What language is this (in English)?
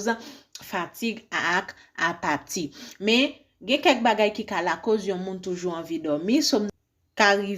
Haitian Creole